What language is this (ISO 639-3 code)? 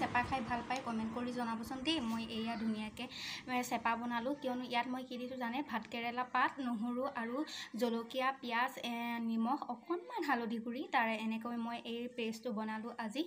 asm